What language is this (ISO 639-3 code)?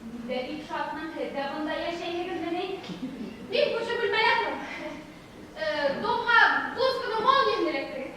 bak